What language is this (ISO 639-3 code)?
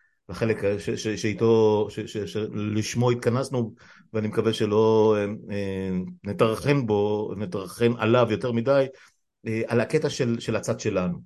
heb